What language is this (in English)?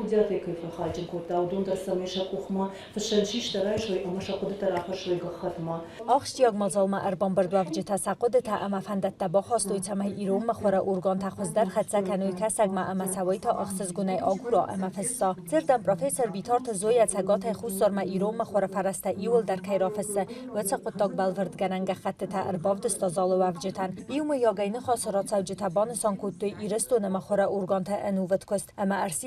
Ossetic